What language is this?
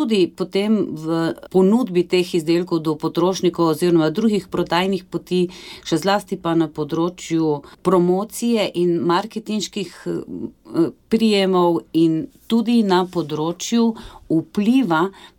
Slovenian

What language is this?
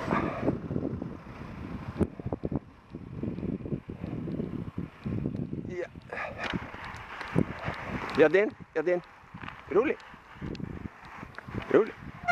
Norwegian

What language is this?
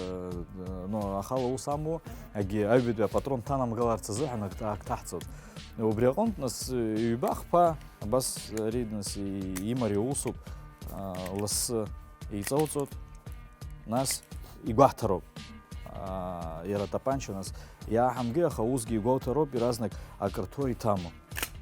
Abkhazian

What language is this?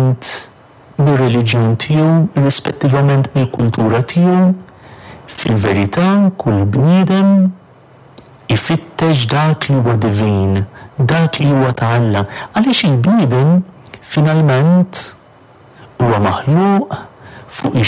Maltese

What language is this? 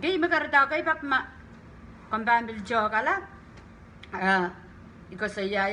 Pohnpeian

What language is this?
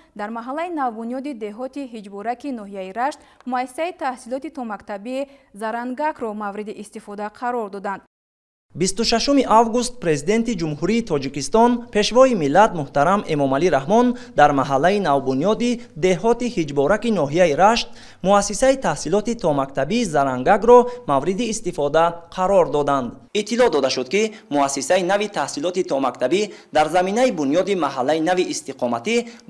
Tajik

